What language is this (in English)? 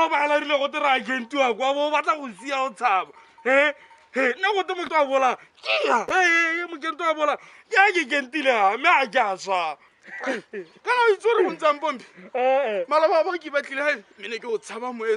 Tswana